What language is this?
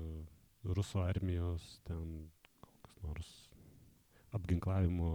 Lithuanian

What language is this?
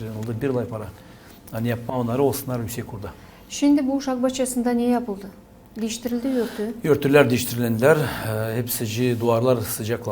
Gagauz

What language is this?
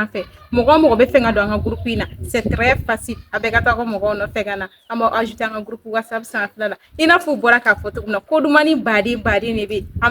Bambara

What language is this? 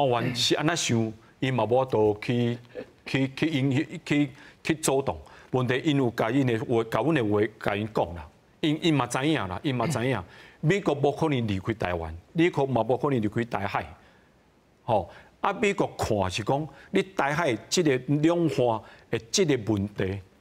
Min Nan Chinese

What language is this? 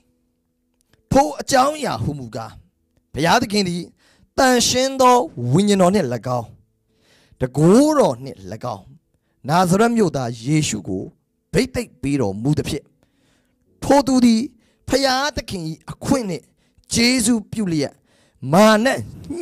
Burmese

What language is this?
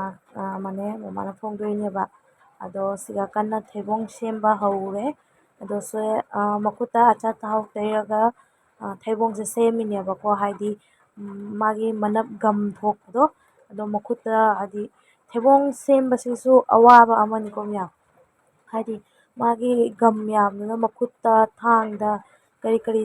Manipuri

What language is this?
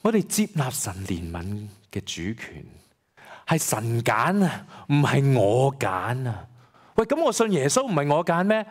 Cantonese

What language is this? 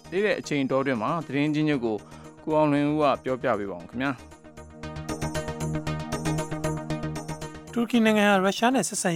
Burmese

